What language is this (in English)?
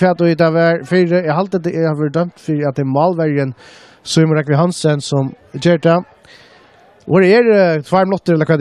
Faroese